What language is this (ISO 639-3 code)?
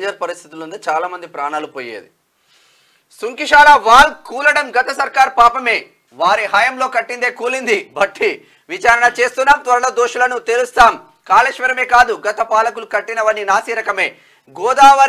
tel